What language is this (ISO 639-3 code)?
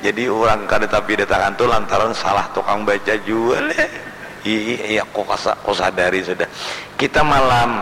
bjn